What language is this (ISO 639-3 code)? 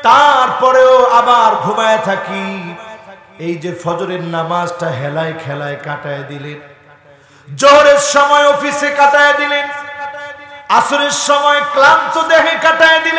ben